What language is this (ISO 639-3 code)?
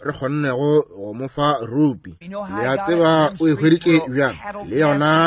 nso